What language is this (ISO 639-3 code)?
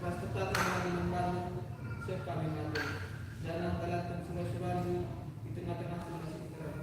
btx